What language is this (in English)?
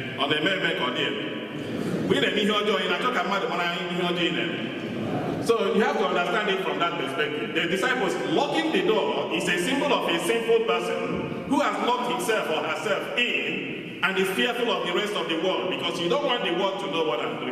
Igbo